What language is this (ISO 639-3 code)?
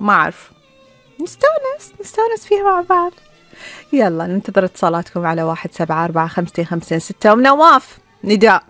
afb